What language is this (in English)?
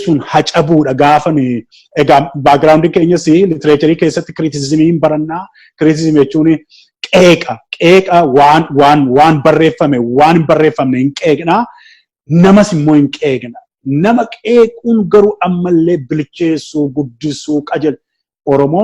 Oromo